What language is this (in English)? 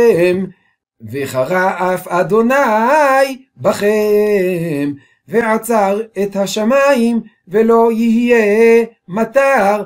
Hebrew